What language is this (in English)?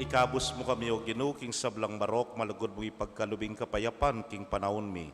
Pampanga